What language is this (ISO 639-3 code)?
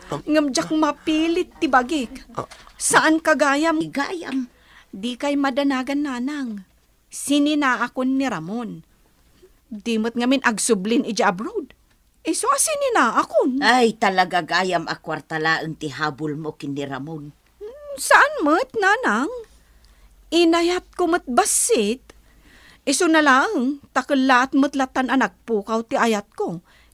ilo